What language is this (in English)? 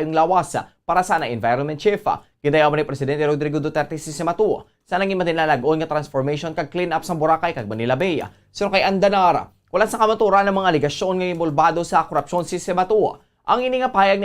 Hiligaynon